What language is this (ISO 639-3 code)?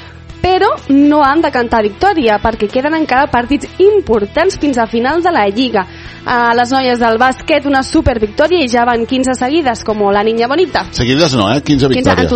cat